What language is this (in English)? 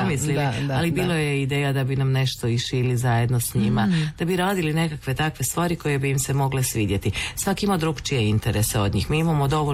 Croatian